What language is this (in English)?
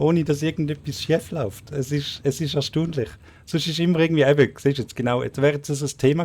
Swiss German